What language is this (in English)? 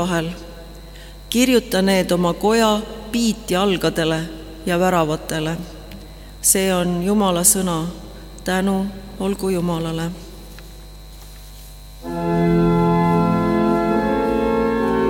Estonian